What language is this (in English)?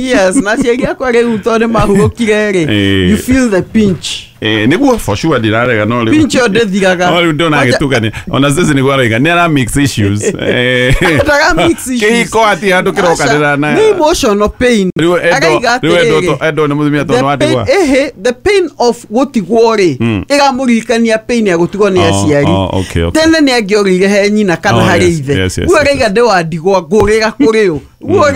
Kikuyu